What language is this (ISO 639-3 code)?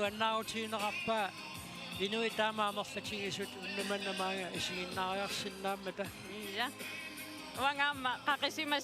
kal